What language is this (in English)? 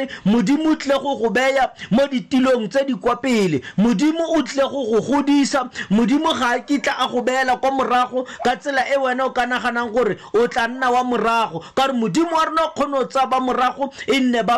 Tswana